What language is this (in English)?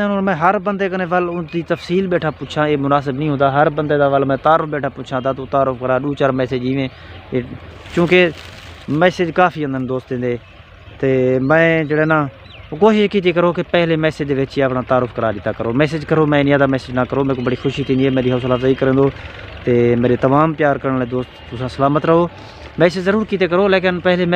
Saraiki